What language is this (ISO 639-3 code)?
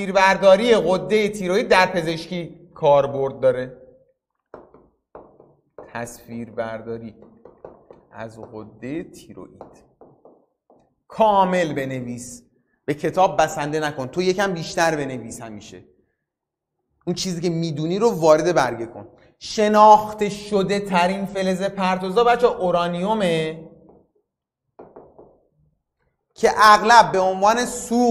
fas